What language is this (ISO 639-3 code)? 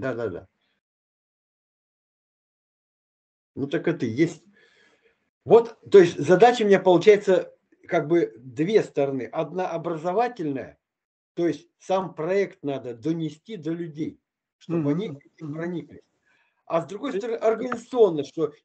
rus